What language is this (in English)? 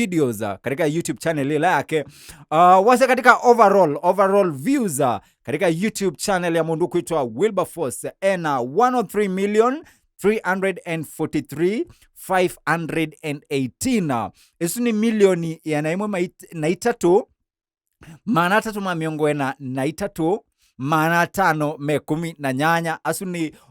Kamba